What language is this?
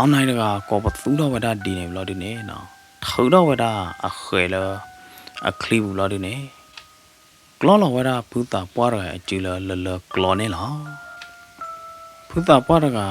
S'gaw Karen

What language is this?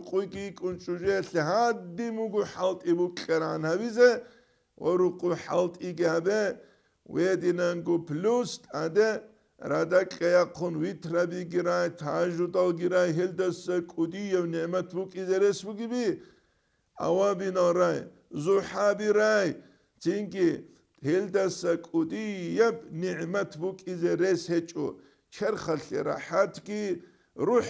Avaric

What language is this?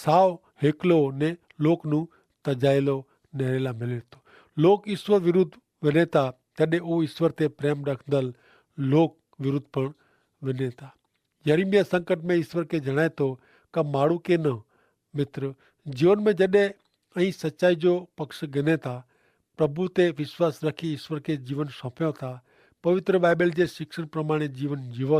Kachhi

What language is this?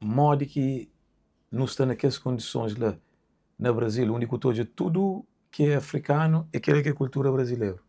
Kabuverdianu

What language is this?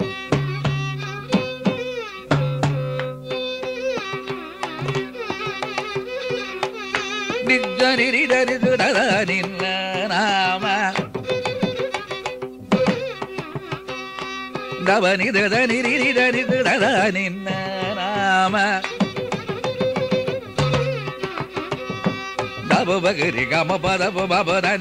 Kannada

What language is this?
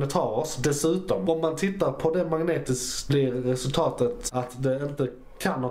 Swedish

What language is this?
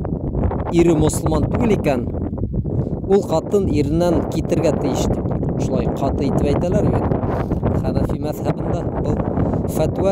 Bashkir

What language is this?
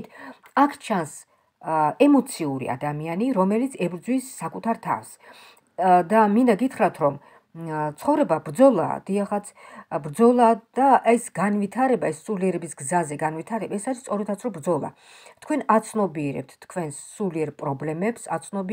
Georgian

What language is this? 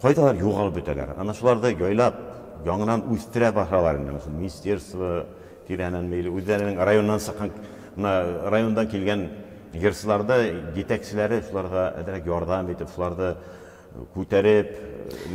Bashkir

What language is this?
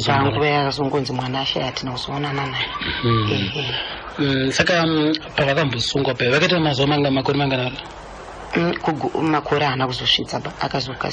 Shona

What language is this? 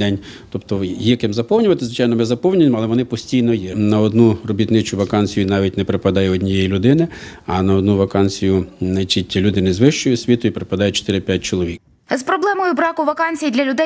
Ukrainian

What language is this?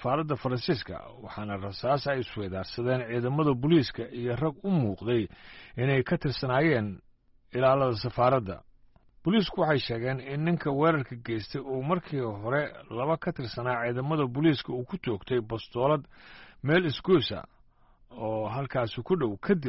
Somali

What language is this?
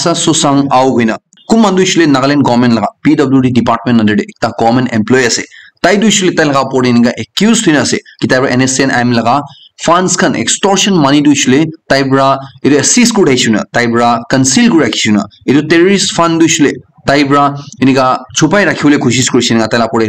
Naga Pidgin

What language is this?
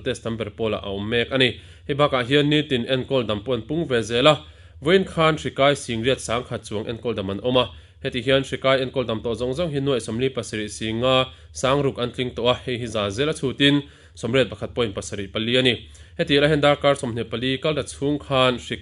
Mizo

